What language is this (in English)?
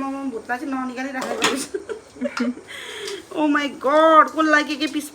Nepali